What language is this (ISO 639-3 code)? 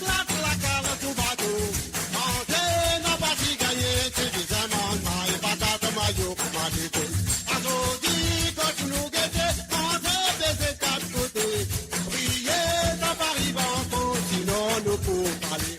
mfe